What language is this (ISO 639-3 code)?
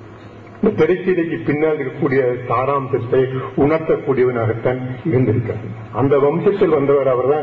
tam